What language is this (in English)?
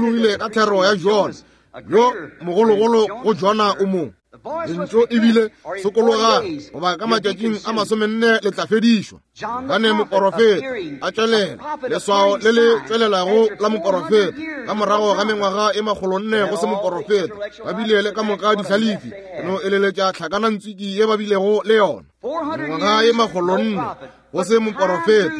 Northern Sotho